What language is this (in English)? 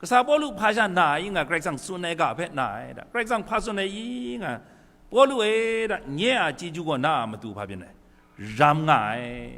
Kachin